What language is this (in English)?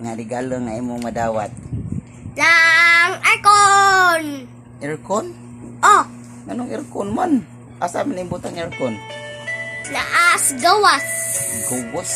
Cebuano